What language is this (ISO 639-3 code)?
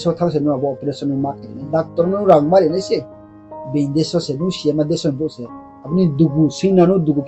ria